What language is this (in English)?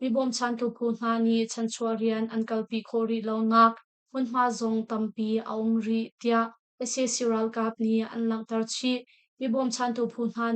Hakha Chin